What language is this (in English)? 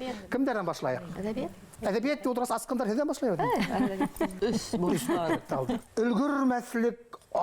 Bashkir